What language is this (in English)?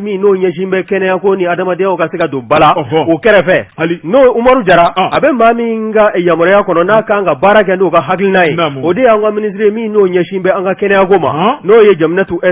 Bambara